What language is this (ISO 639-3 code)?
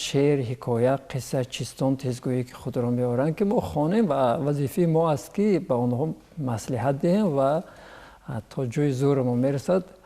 tgk